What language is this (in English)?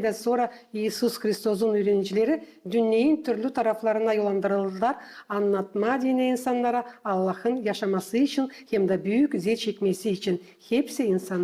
Gagauz